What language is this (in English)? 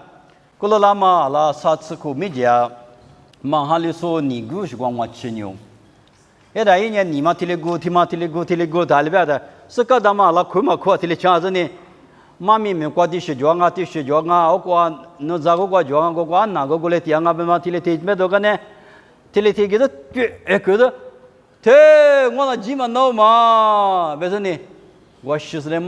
Lisu